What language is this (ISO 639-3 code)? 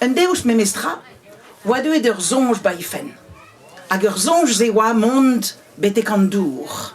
bre